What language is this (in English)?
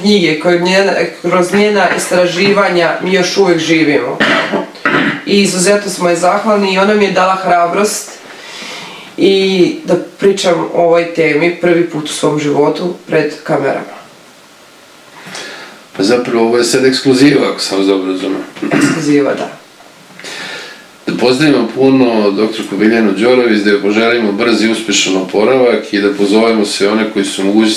Serbian